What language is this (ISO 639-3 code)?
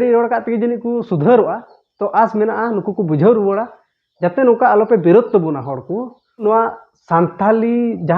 sat